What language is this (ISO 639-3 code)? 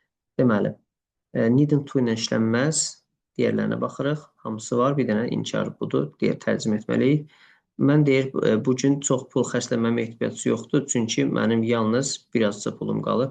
aze